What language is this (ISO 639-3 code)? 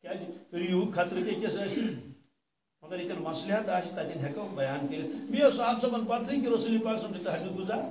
kas